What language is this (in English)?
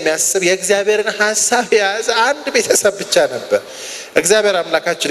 Amharic